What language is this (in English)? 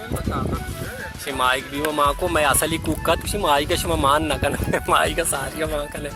Baluchi